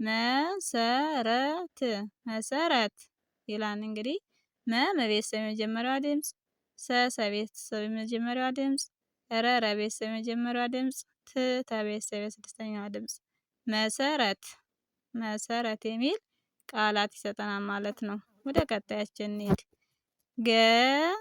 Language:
Amharic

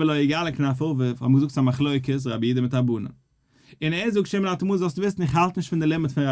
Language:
Yiddish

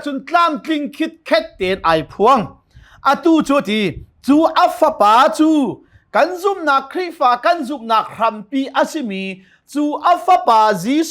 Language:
Hakha Chin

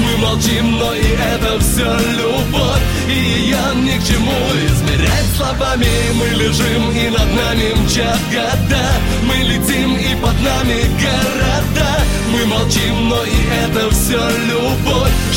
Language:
Russian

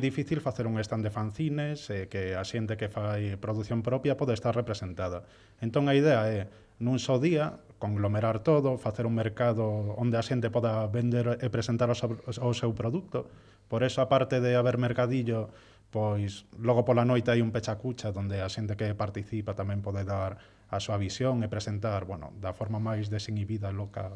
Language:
Galician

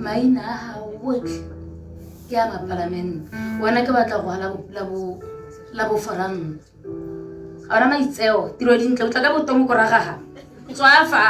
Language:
Tswana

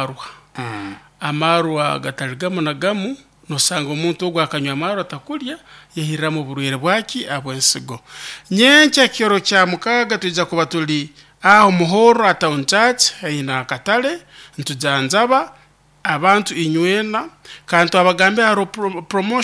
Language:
Nyoro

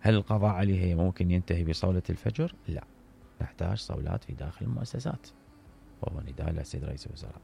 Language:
Mesopotamian Arabic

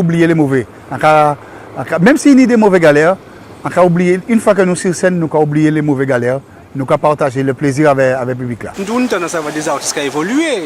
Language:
Guadeloupean Creole French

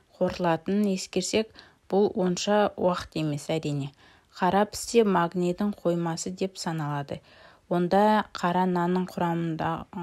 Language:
Kazakh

